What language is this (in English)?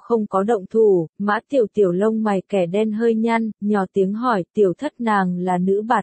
Vietnamese